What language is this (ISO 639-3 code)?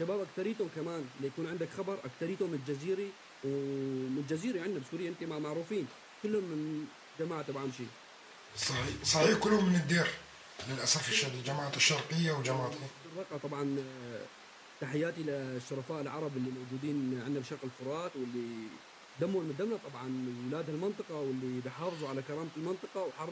apc